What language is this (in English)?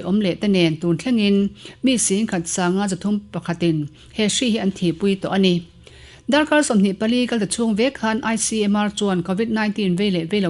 Mizo